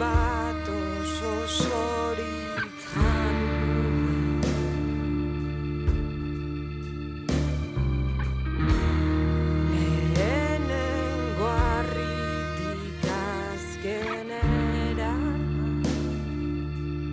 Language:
Basque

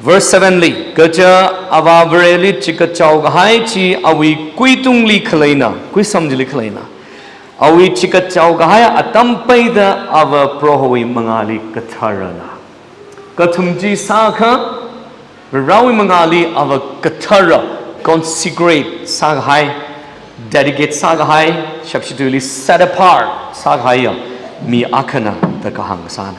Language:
Tangkhul Naga (India)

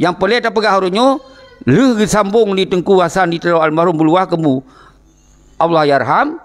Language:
Achinese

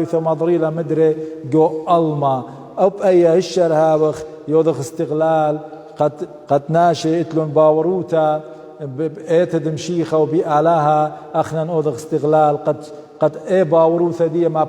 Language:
Assyrian Neo-Aramaic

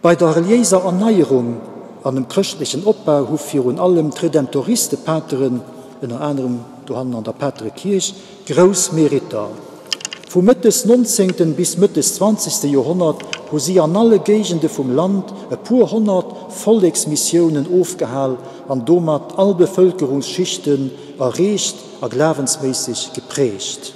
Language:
Luxembourgish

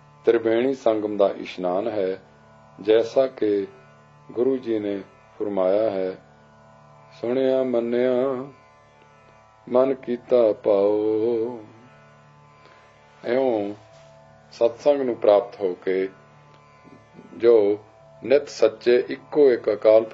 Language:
Punjabi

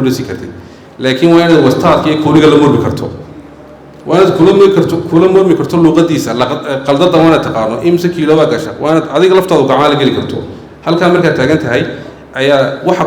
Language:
Somali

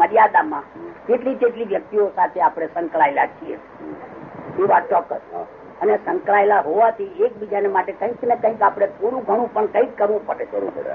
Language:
Gujarati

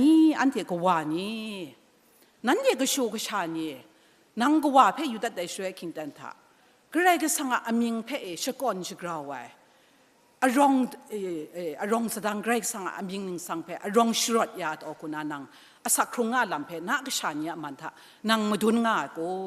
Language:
Kachin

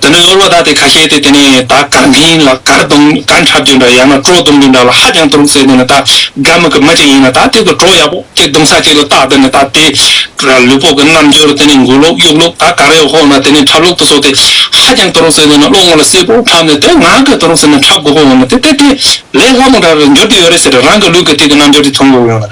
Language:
Tibetan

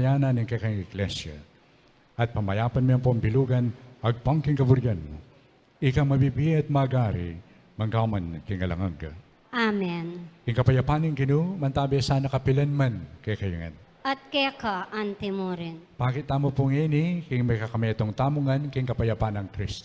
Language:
Pampanga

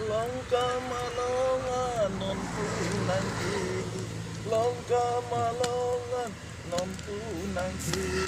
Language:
Karbi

